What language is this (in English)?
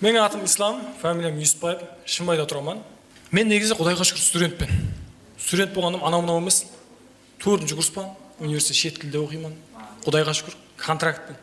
Kara-Kalpak